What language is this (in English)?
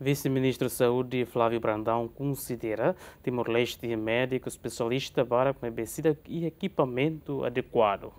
Tetum